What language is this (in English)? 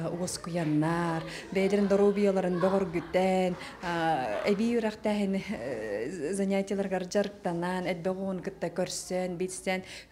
Yakut